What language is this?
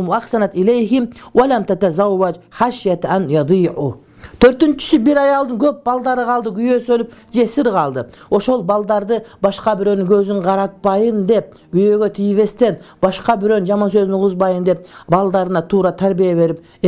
Kyrgyz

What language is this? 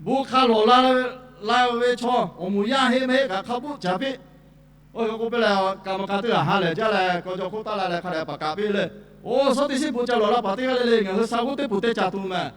Lahu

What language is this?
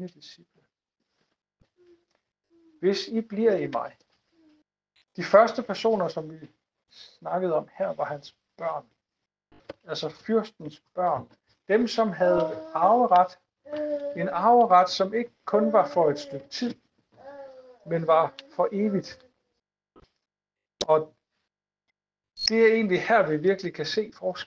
Danish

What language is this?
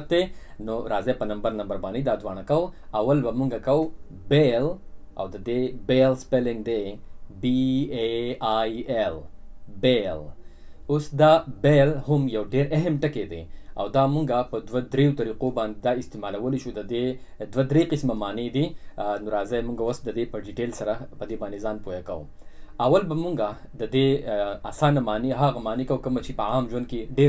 Pashto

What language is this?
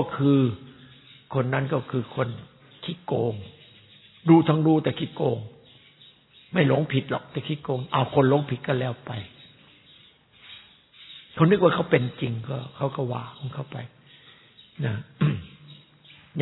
Thai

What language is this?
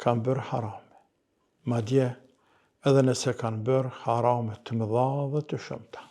Albanian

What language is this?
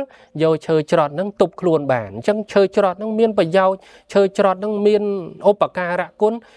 Khmer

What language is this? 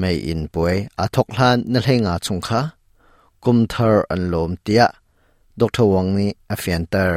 Hakha Chin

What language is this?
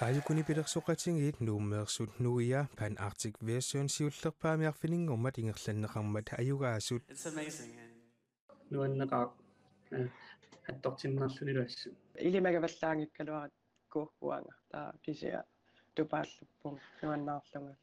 Kalaallisut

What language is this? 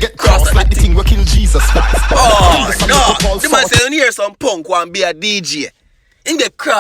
Jamaican Creole English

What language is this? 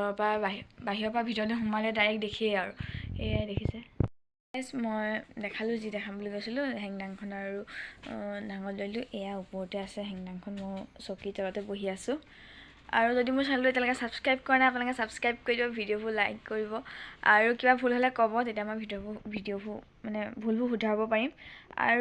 Assamese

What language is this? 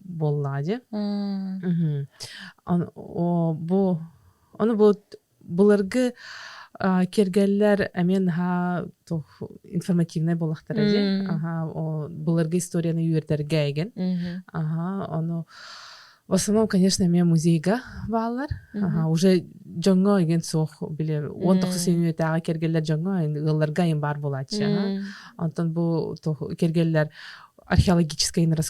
Yakut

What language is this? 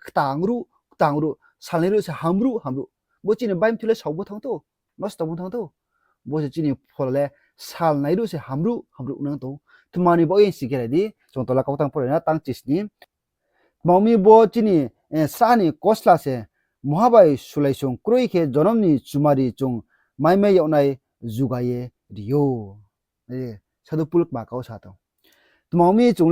Riang (India)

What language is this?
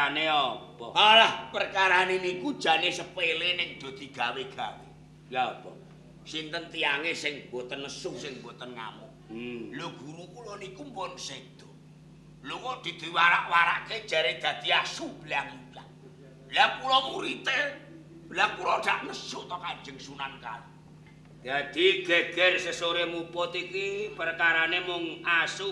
Javanese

